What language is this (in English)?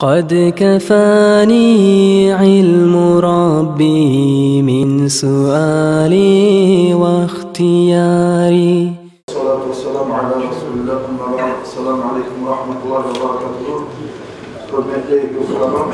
Kumyk